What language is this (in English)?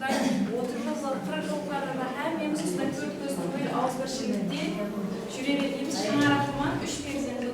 Kara-Kalpak